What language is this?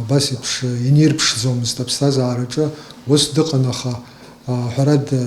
Abkhazian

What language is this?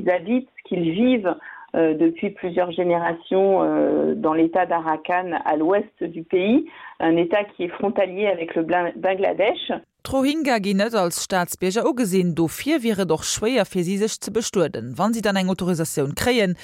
Luxembourgish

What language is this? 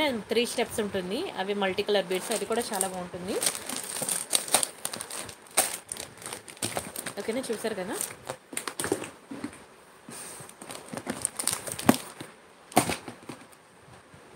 Telugu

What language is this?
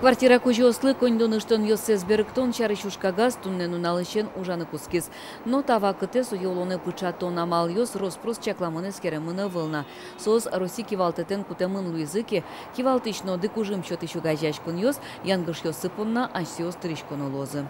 Udmurt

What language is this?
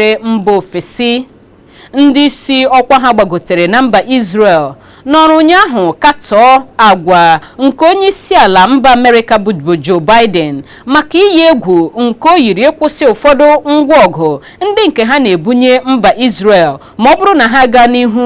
Igbo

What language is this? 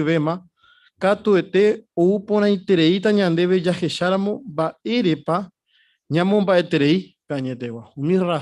Guarani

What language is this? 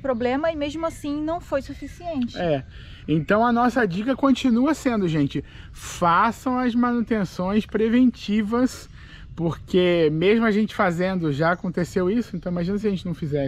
Portuguese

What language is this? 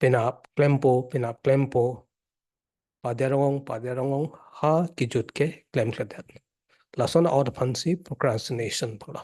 Karbi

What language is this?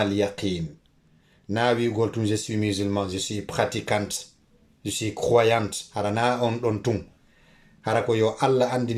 Fula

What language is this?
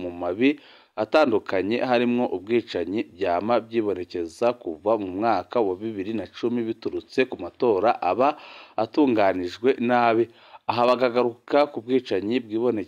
Rundi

